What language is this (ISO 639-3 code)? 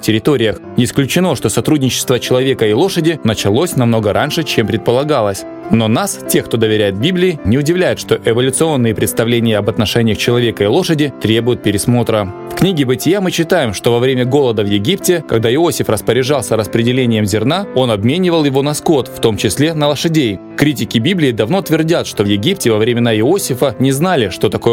rus